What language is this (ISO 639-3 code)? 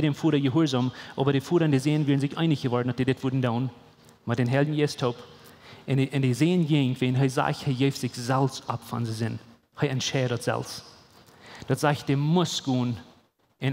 pdt